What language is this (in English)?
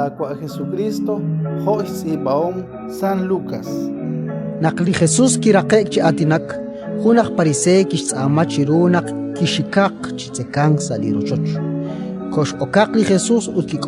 Kekchí